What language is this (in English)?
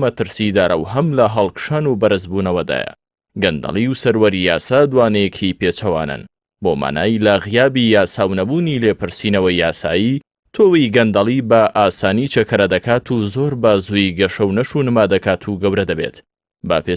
Central Kurdish